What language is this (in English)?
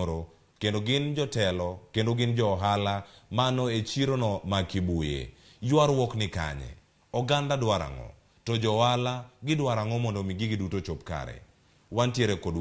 Luo (Kenya and Tanzania)